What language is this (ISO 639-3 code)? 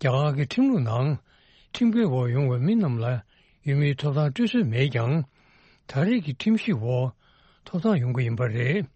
bod